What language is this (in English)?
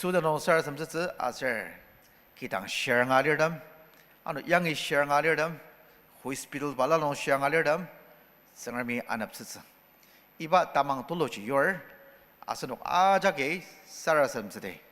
Ao Naga